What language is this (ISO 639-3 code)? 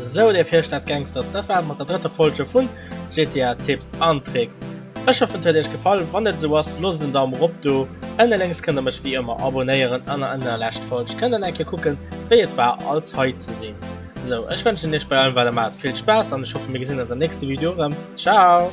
ltz